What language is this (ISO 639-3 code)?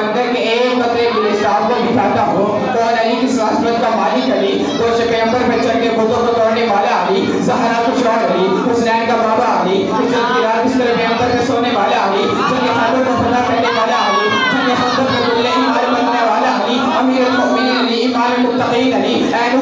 urd